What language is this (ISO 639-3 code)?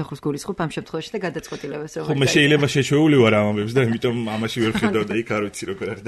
kat